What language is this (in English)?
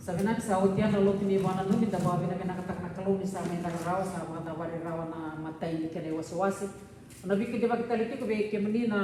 Fijian